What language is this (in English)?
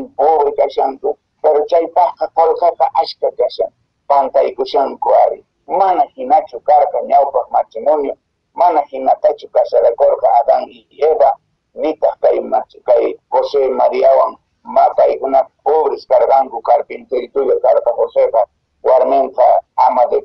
Quechua